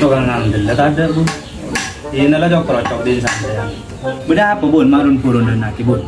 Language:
Madurese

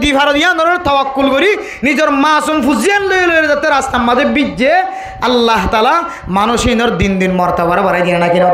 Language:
Rohingya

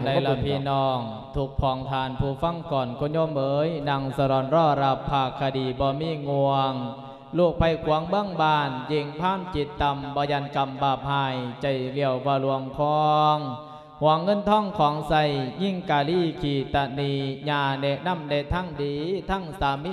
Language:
Lao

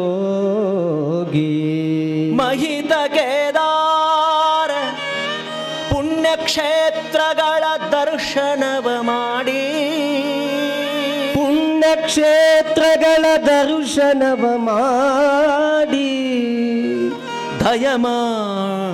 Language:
Kannada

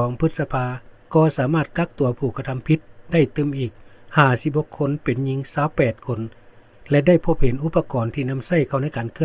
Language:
Lao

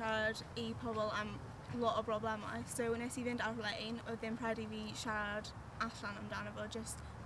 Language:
Welsh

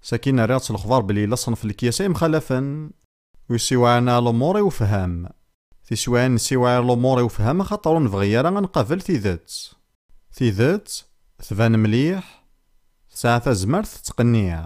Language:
Kabyle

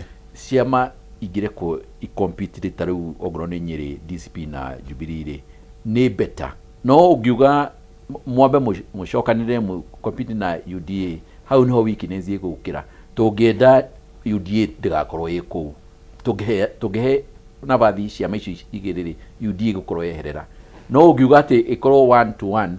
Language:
Kikuyu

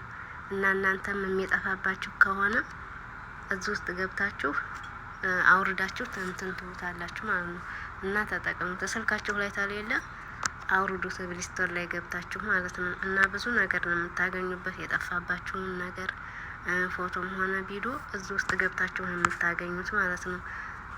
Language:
Amharic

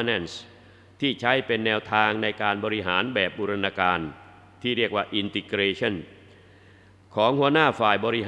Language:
Thai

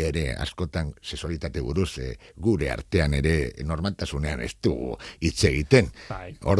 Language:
Basque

